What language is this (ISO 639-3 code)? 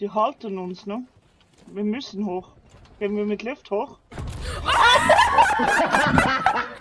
gsw